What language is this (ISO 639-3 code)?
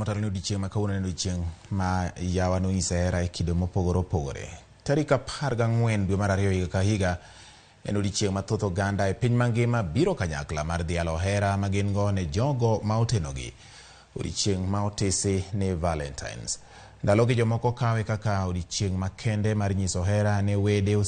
luo